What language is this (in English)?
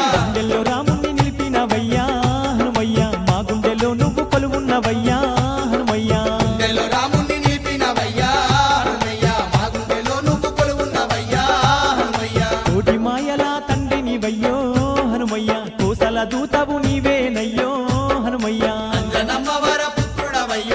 Telugu